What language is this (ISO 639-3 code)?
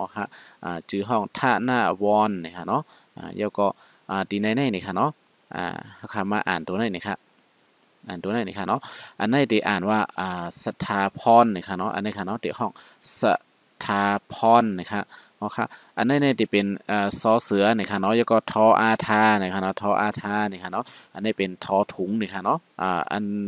shn